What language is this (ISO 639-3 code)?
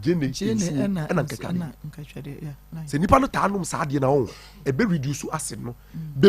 aka